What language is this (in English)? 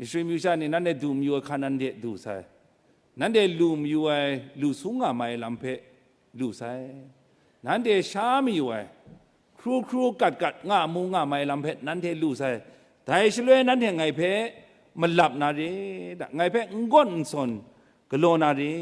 Kachin